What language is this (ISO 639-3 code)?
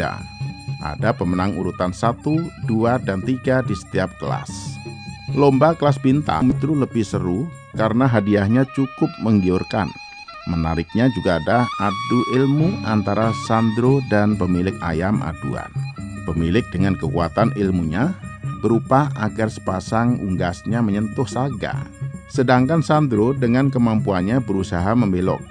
ind